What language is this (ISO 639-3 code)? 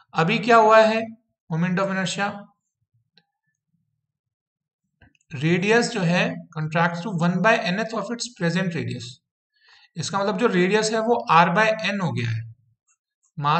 hin